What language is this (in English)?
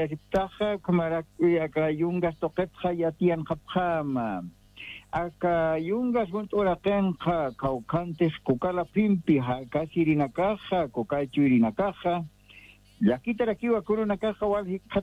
Aymara